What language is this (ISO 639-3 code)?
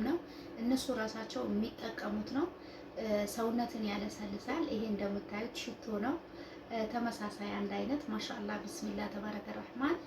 amh